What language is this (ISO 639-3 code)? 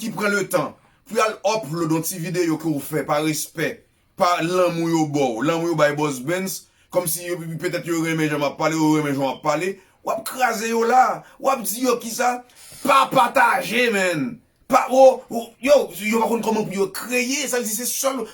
hat